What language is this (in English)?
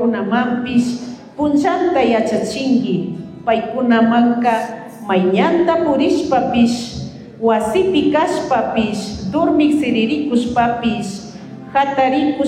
Chimborazo Highland Quichua